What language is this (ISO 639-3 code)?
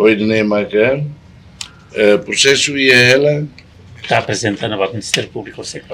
tet